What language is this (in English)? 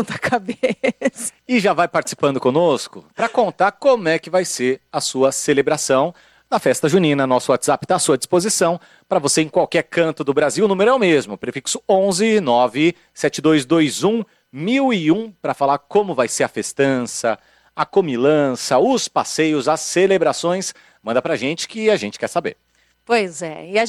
Portuguese